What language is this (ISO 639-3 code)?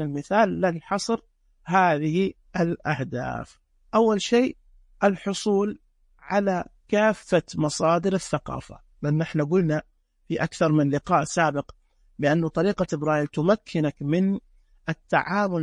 ars